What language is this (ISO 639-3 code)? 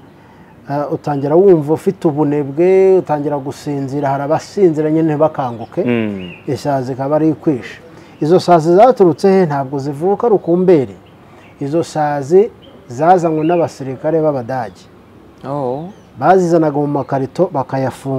kin